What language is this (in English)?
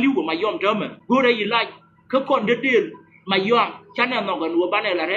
Nuer